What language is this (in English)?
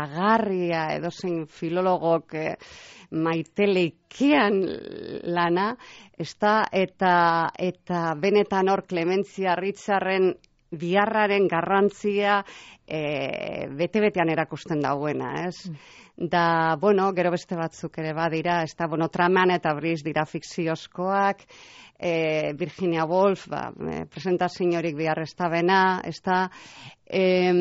Basque